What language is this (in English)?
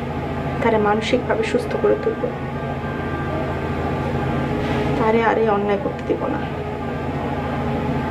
Bangla